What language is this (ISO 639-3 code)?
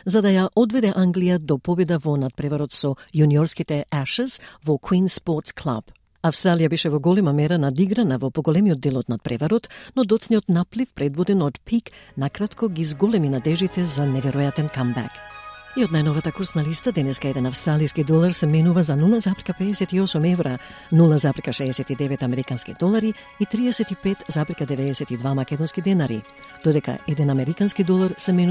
mkd